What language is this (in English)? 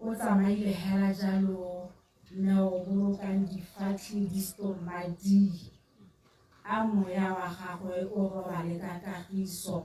Tswana